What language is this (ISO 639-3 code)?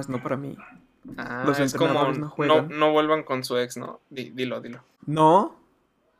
spa